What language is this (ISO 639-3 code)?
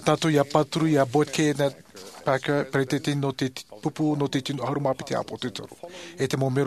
tah